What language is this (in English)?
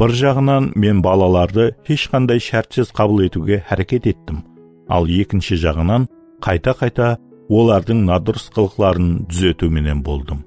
Kara-Kalpak